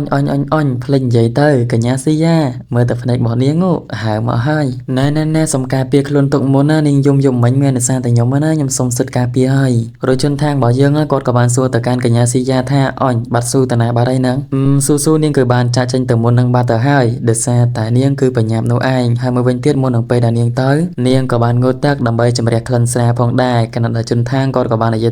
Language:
Khmer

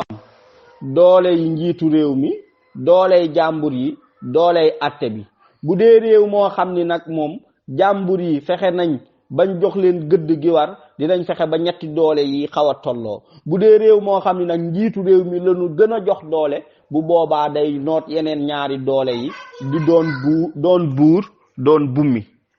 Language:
Wolof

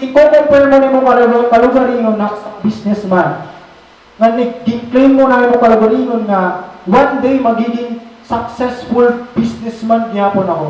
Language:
Waray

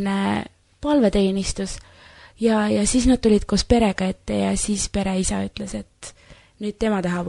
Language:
Estonian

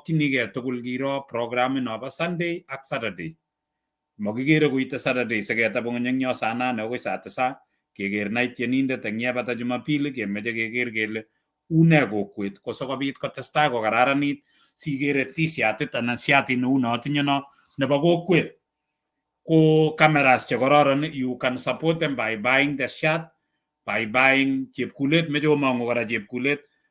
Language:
Kalenjin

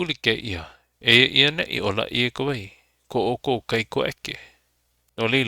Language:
Hawaiian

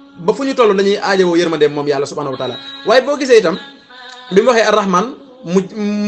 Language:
Wolof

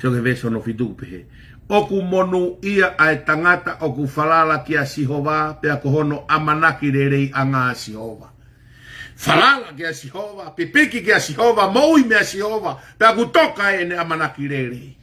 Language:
Tongan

